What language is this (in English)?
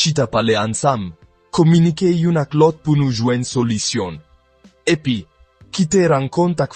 Haitian Creole